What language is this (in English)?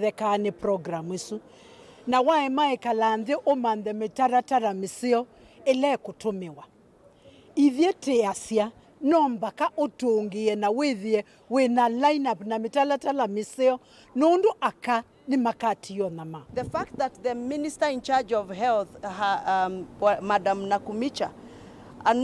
Kamba